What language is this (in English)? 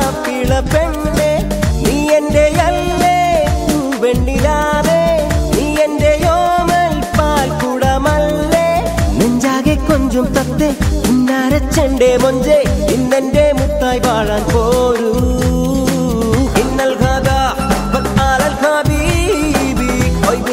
Malayalam